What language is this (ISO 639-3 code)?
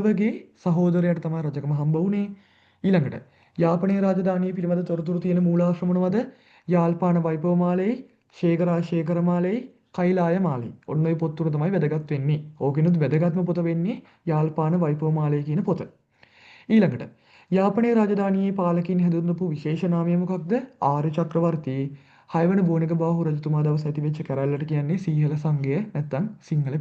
sin